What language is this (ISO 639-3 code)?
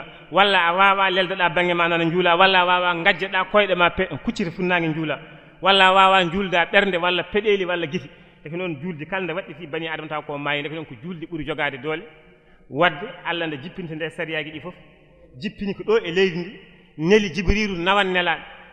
ful